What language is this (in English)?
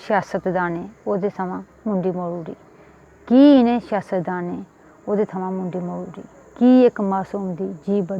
Dogri